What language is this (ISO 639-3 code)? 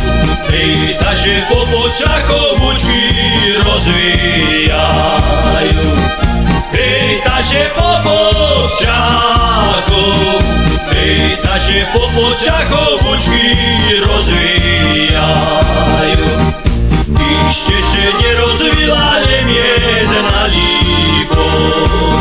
slk